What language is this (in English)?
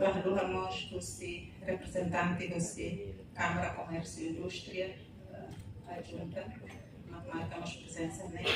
Tetum